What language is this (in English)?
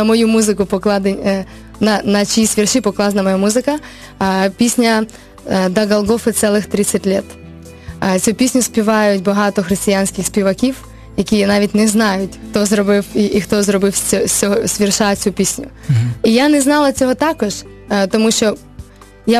Ukrainian